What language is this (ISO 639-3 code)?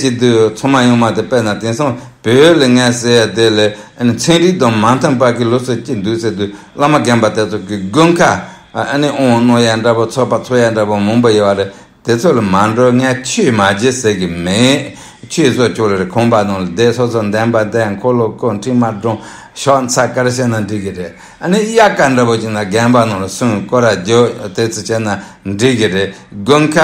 bod